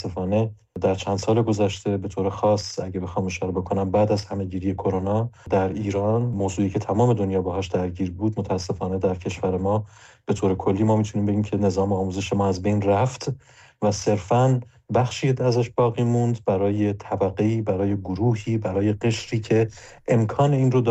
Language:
Persian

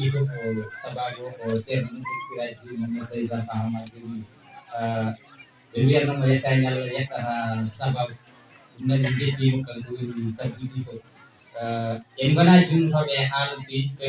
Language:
Fula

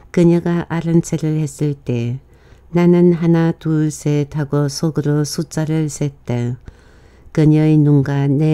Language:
Korean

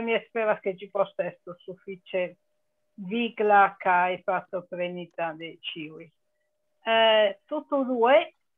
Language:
Esperanto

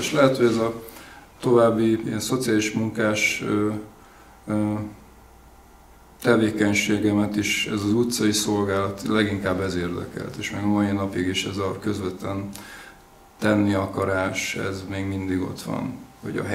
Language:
Hungarian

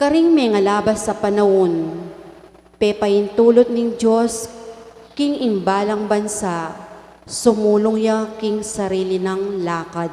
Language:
Pampanga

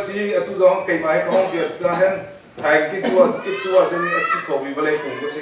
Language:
Hakha Chin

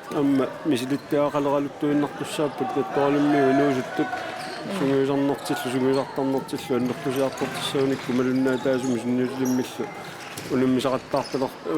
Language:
Kalaallisut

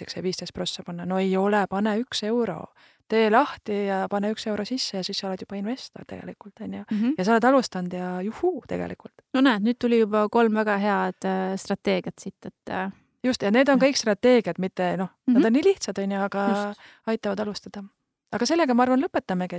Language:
Estonian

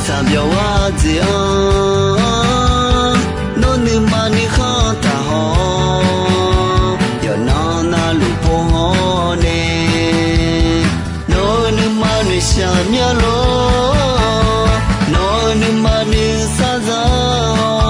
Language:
Akha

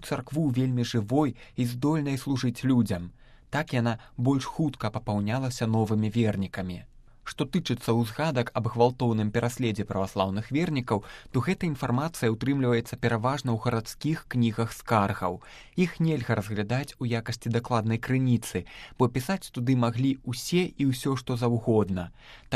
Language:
Belarusian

